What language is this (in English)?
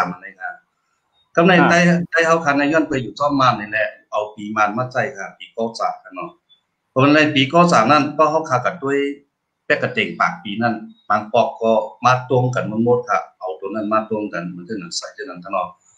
Shan